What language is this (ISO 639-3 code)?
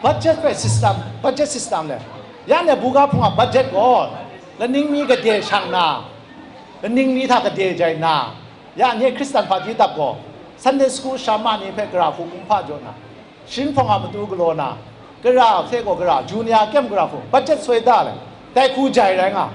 kac